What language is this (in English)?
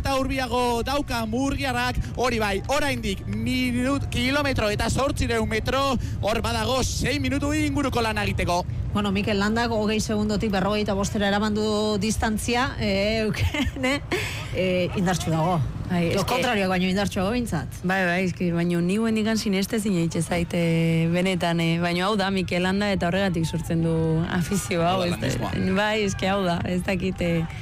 Basque